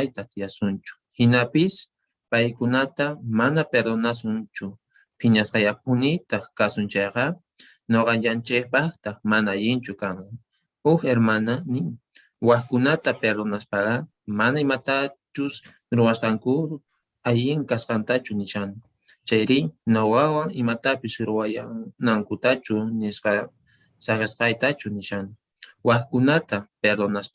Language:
Quechua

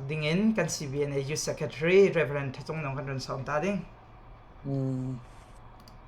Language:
Falam Chin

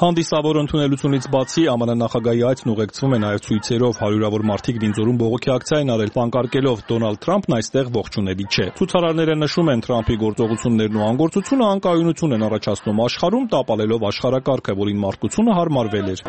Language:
Armenian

